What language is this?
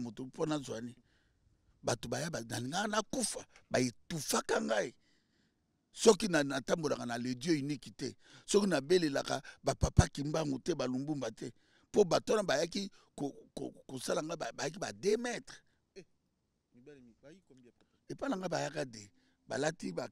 Lingala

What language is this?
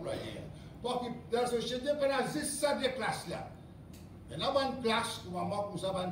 Morisyen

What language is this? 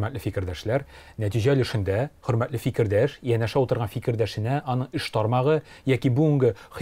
Tatar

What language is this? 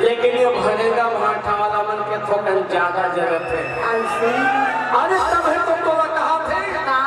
Chhattisgarhi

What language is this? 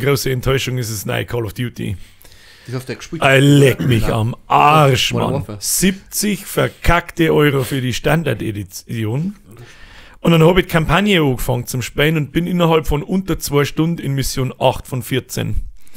Bavarian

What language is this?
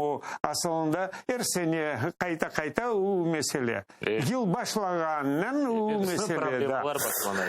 Crimean Tatar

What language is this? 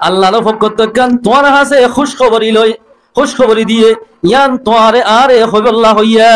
Rohingya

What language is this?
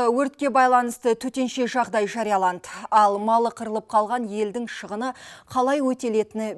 Kazakh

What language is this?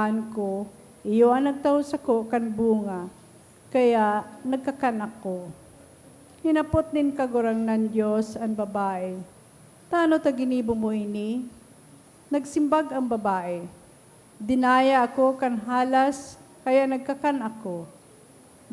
Bikol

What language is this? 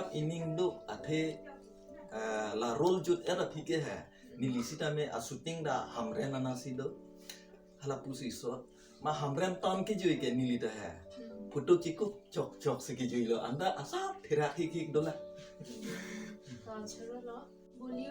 Karbi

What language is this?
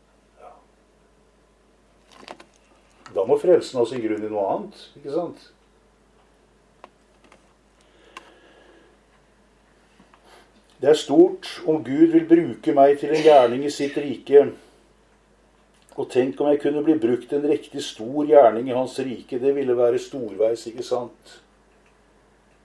Norwegian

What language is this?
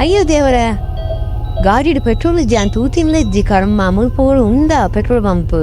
Tulu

